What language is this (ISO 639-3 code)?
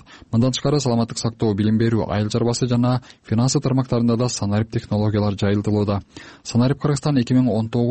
kir